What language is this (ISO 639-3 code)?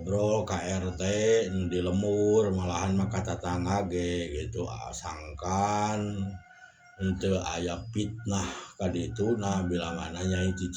sun